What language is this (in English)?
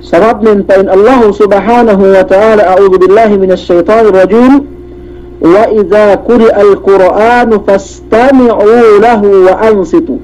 Yakan